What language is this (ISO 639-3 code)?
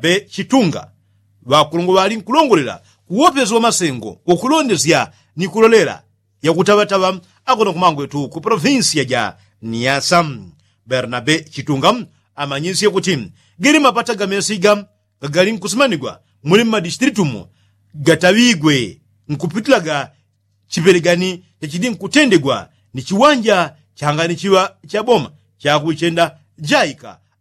yao